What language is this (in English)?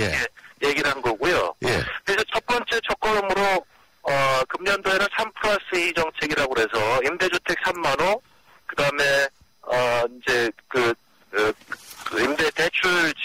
Korean